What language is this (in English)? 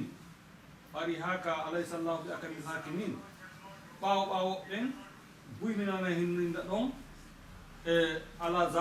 Fula